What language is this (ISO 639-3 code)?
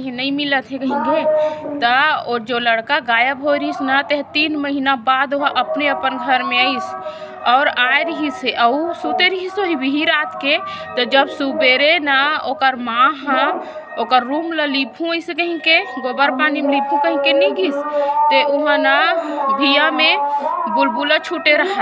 hne